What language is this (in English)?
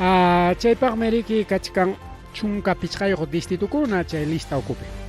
Ayacucho Quechua